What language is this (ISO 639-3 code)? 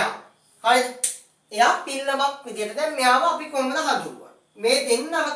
sin